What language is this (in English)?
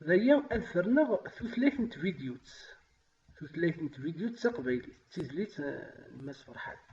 Kabyle